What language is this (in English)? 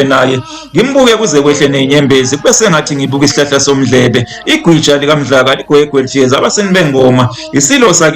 Zulu